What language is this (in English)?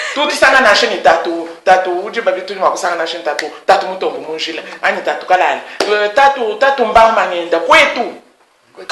Luba-Lulua